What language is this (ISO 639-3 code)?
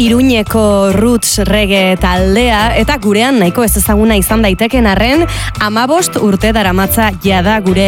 eus